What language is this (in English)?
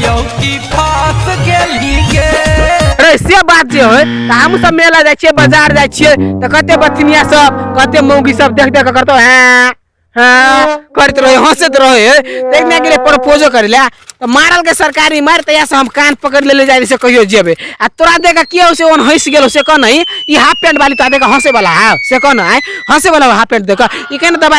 Maithili